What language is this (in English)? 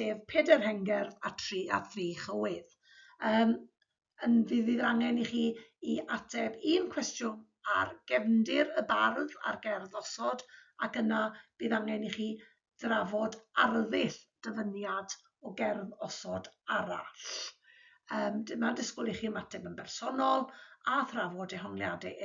Welsh